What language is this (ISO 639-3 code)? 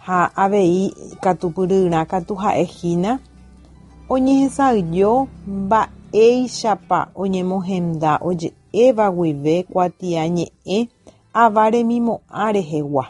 grn